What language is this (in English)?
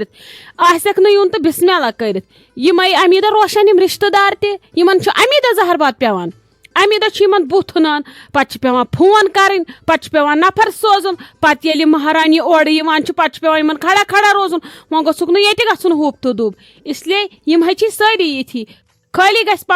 Kashmiri